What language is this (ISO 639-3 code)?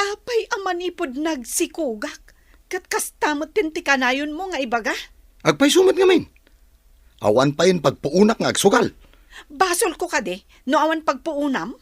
ilo